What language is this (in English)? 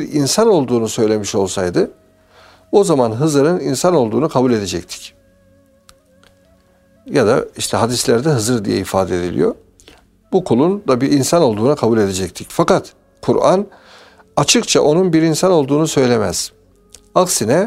Turkish